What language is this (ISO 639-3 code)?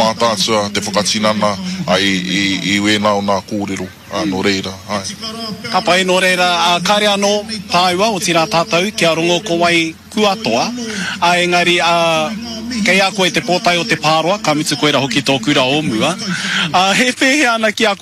mri